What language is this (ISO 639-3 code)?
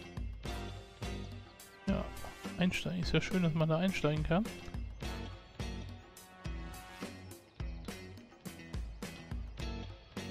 deu